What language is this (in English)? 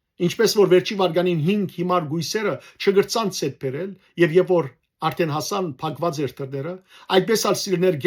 Western Armenian